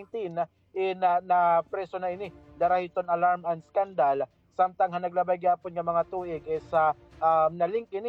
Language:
Waray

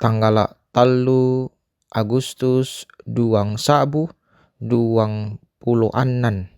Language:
Toraja-Sa'dan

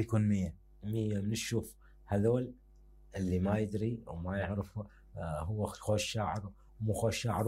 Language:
Mesopotamian Arabic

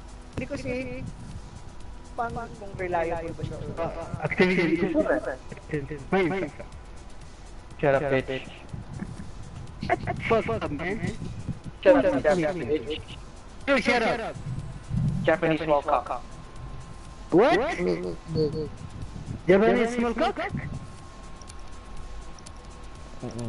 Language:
Malay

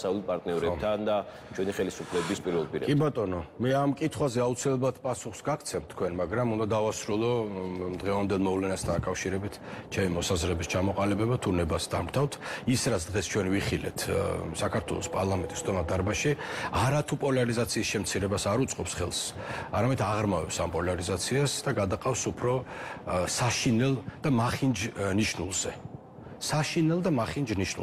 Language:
Georgian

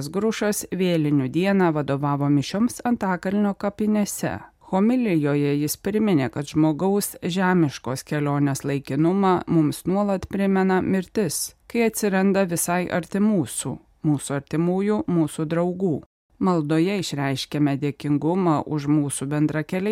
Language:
Lithuanian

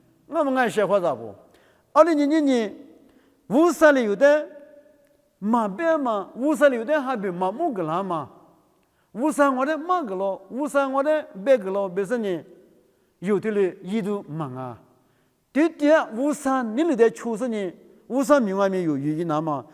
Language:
Lisu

